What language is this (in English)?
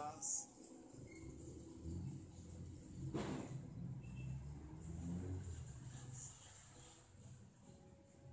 Filipino